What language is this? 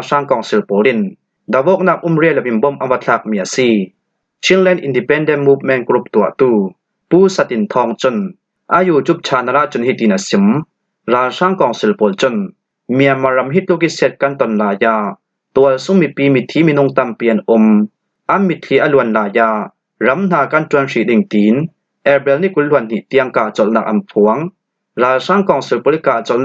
Falam Chin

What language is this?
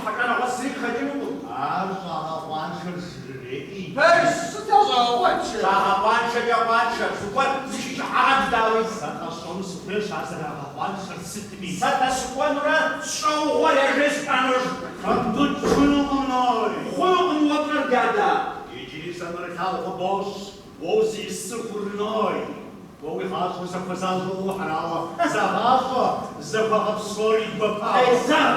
Kabardian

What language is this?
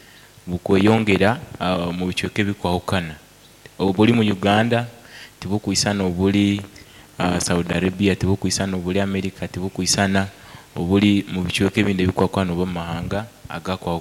Nyoro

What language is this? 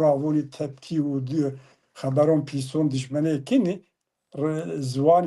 Zaza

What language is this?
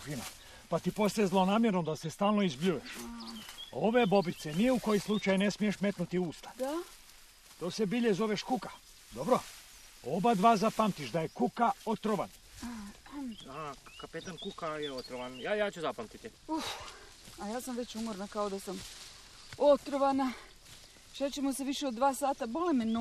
Serbian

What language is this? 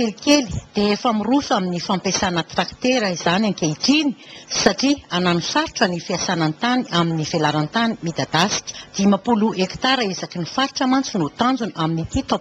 Malagasy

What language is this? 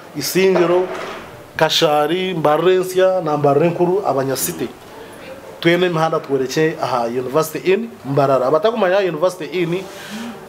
Nyankole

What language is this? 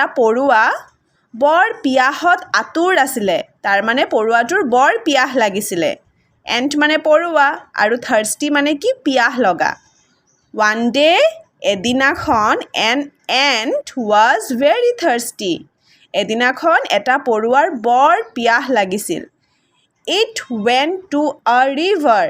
Assamese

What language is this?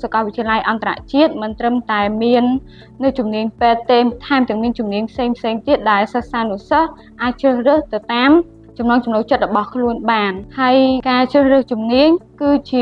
Khmer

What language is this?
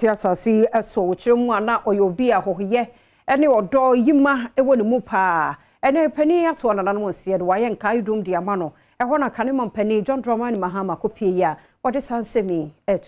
Akan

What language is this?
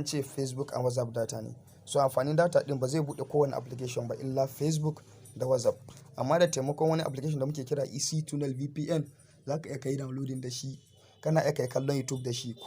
Hausa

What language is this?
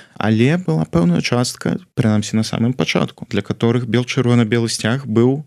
Belarusian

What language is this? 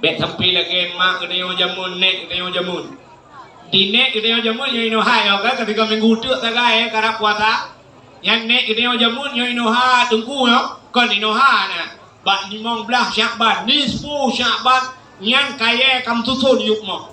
Achinese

